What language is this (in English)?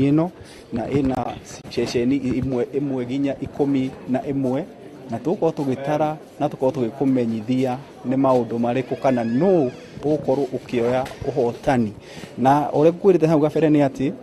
Kikuyu